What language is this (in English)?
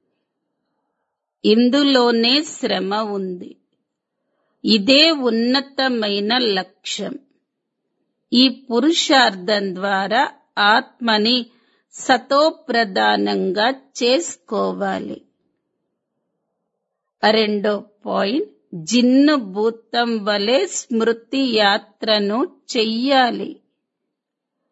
Telugu